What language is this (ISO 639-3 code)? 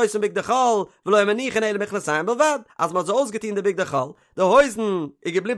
yid